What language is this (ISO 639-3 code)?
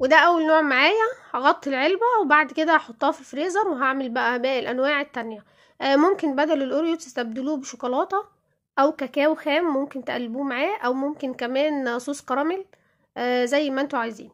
arz